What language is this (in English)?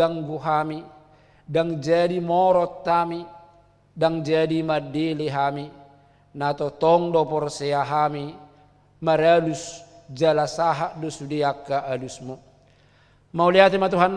Batak Toba